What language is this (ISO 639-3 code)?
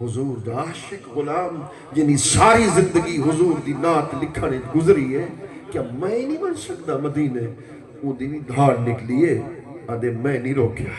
skr